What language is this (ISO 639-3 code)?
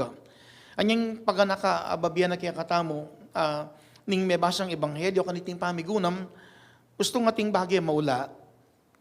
pam